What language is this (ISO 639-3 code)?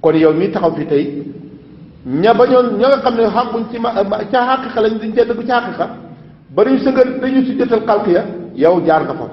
wol